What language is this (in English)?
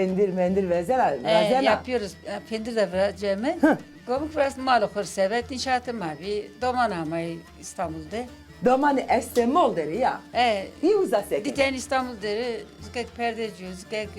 Zaza